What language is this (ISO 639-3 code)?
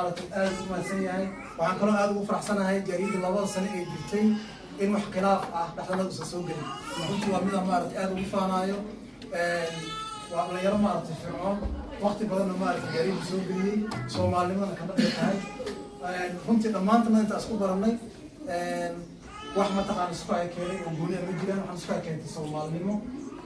som